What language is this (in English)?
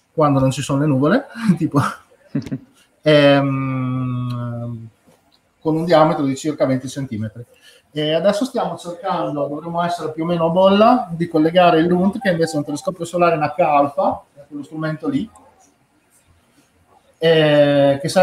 Italian